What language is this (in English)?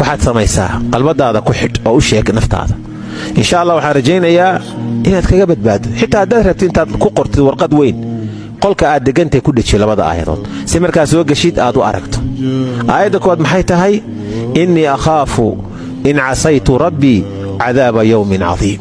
Somali